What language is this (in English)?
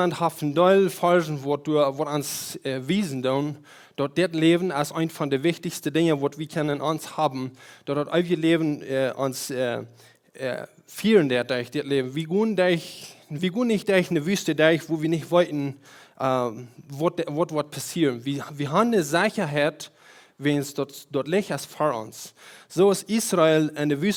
Plautdietsch